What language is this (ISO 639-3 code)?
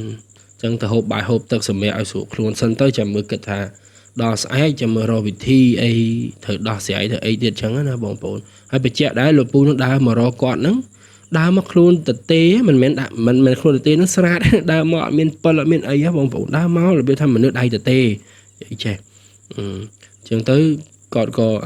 khm